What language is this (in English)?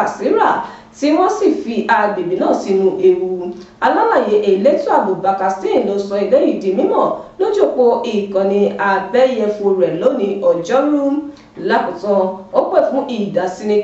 Yoruba